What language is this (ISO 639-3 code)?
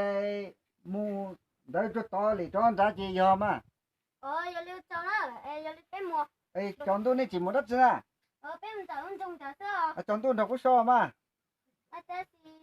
hmn